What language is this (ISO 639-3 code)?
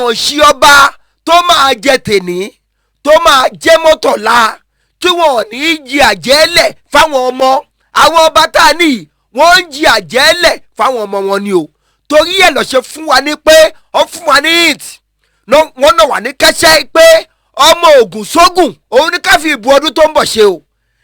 yor